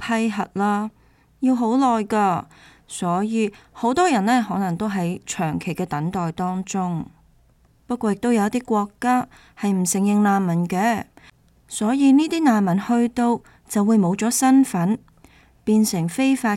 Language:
Cantonese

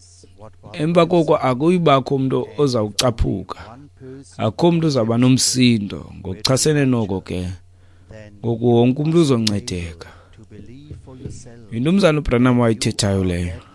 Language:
Xhosa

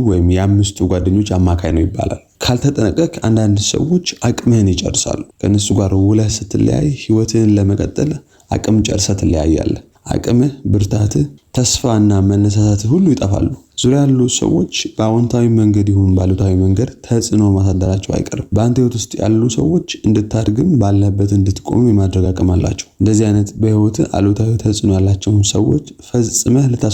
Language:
Amharic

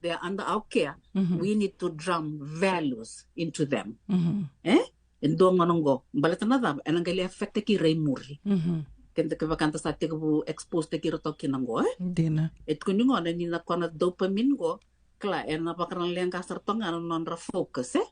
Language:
Fijian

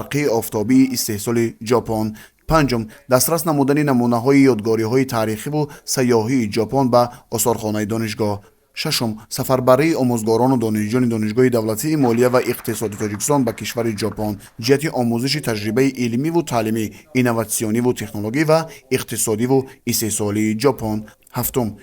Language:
Tajik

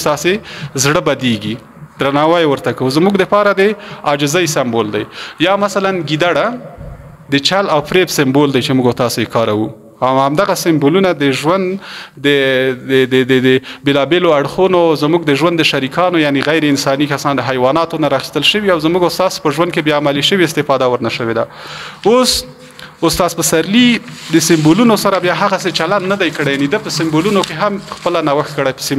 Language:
Pashto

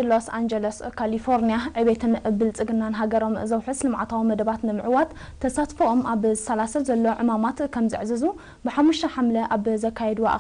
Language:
Tigrinya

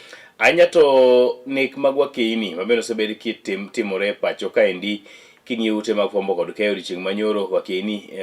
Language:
Luo (Kenya and Tanzania)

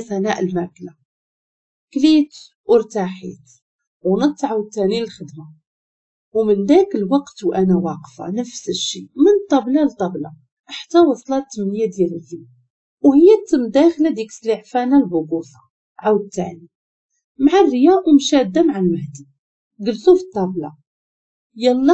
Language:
Moroccan Arabic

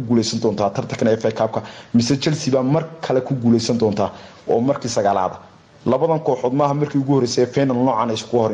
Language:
Somali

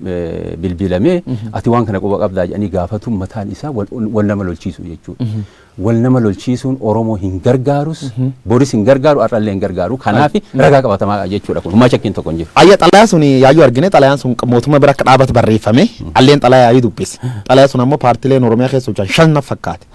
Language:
Oromo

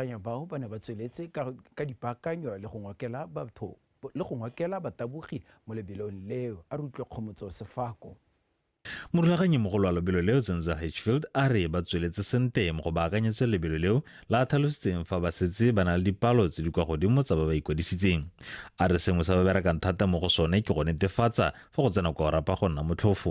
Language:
Tswana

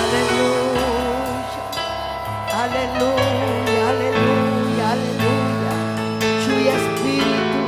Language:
Ayacucho Quechua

